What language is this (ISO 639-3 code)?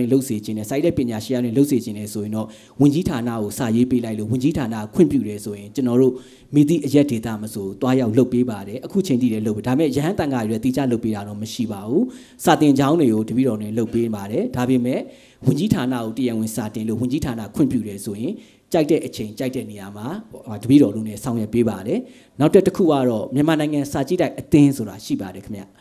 mya